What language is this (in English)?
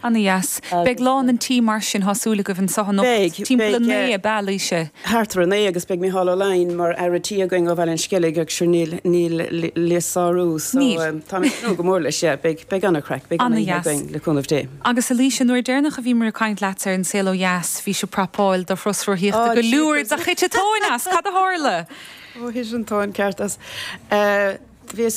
Irish